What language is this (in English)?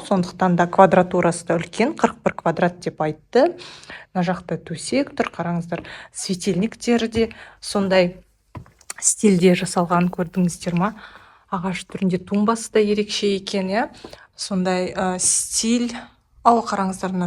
Kazakh